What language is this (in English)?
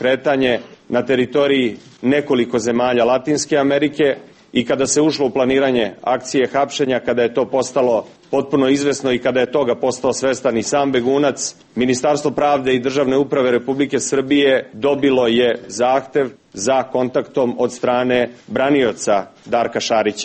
Serbian